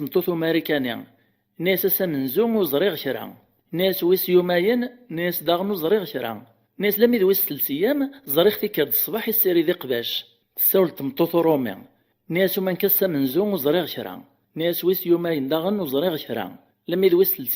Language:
Kabyle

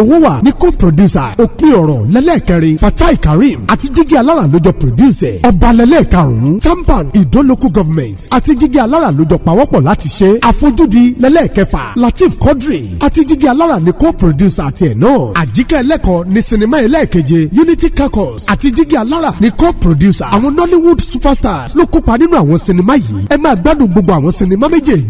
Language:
Yoruba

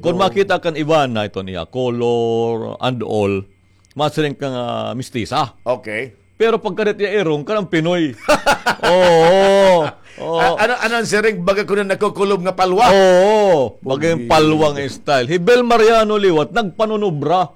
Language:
Waray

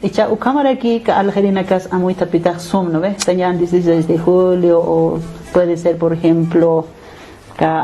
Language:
Aymara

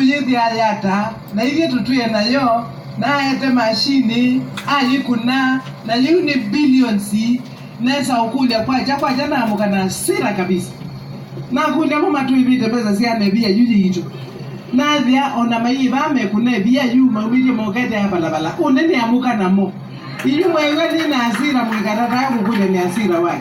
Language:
Kamba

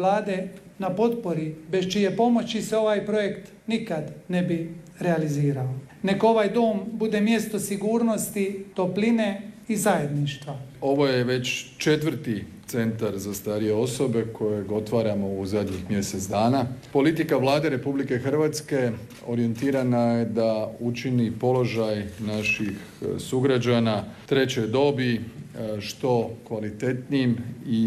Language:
Croatian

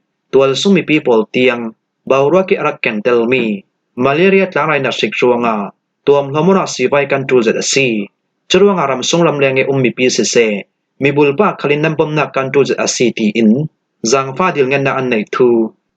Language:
Falam Chin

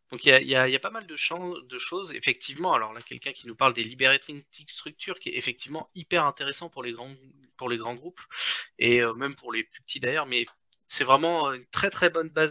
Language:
French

